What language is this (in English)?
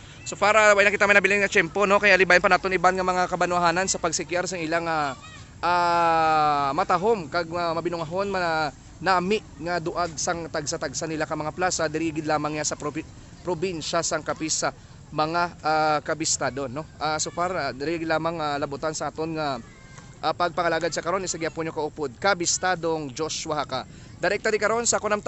Hiligaynon